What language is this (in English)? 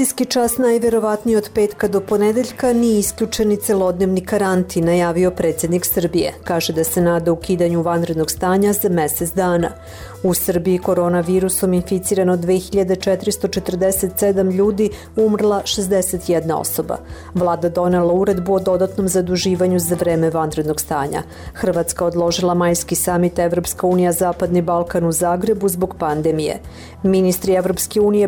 Serbian